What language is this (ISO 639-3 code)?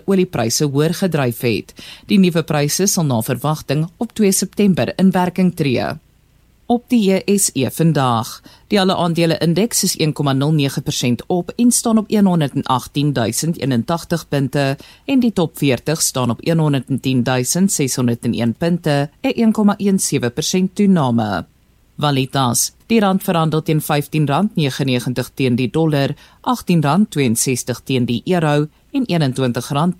afr